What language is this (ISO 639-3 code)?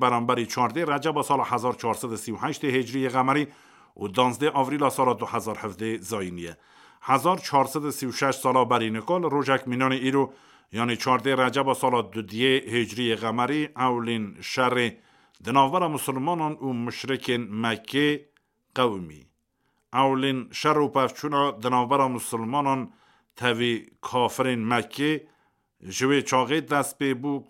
kur